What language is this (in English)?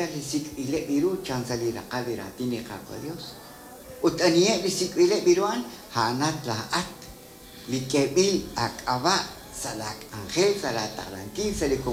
Kekchí